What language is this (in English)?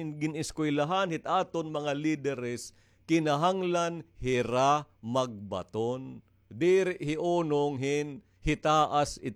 Waray